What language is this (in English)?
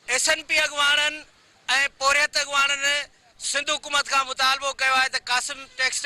Sindhi